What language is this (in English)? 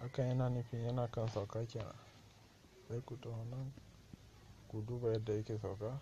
Hausa